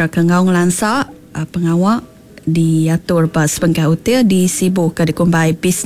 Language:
Iban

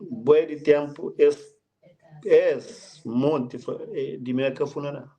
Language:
Kabuverdianu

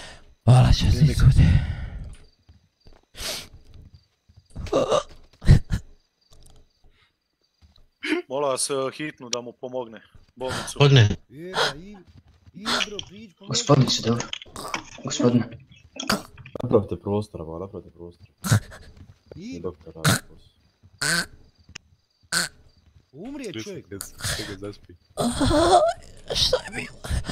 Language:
Croatian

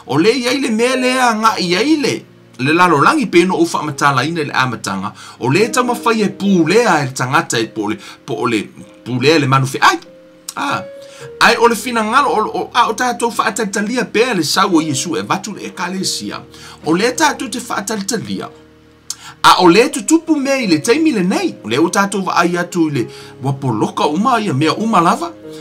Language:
Samoan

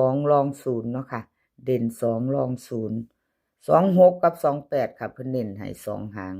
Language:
Northeastern Thai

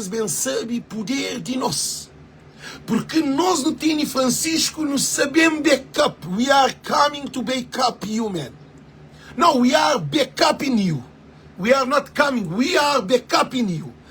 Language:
Kabuverdianu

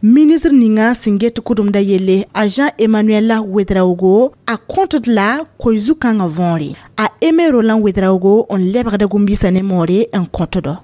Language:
Mossi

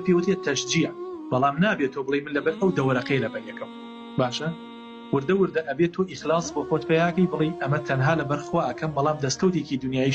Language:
Central Kurdish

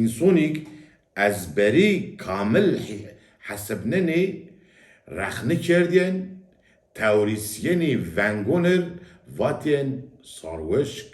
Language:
Zaza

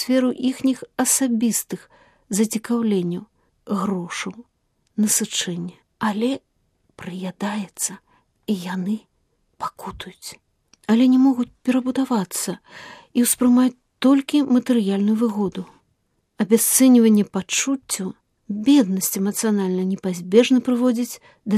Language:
Belarusian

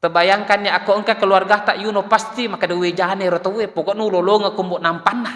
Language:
Buginese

